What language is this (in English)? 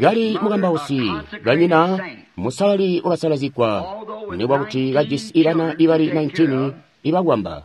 Tonga (Zambia)